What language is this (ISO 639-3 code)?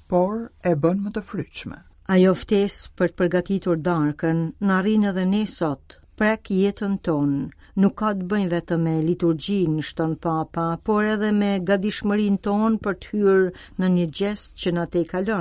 sqi